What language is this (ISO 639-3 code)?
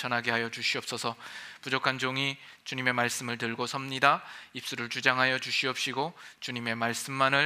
kor